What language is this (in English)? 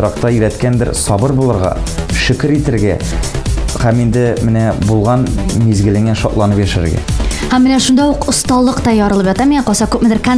Tatar